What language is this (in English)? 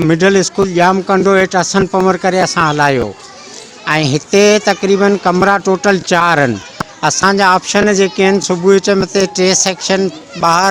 Sindhi